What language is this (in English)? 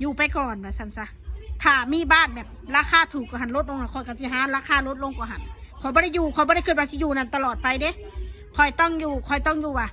Northeastern Thai